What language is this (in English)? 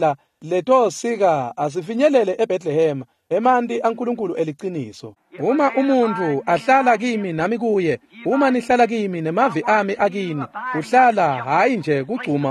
Swati